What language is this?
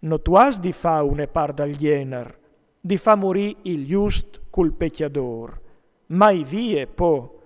Friulian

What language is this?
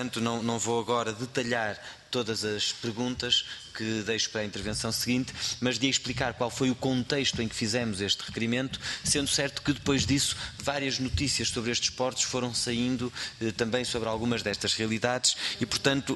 Portuguese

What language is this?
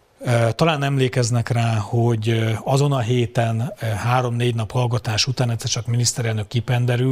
Hungarian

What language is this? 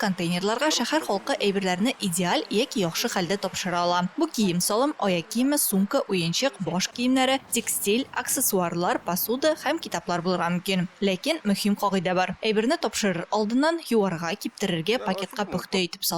Tatar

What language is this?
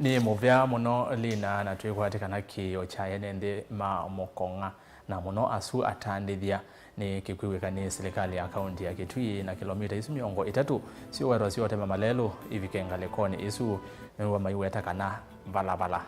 Kamba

